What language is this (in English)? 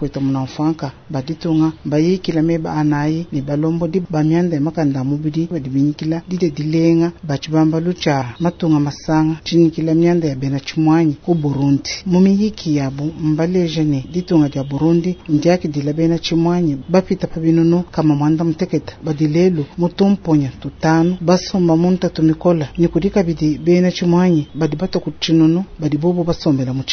Luba-Lulua